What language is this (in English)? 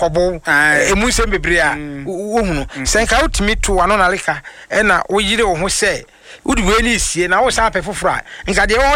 Akan